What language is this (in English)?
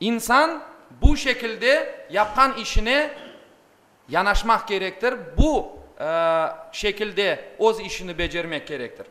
Crimean Tatar